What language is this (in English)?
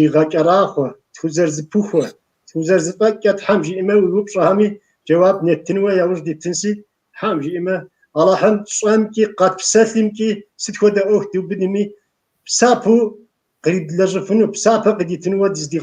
Kabardian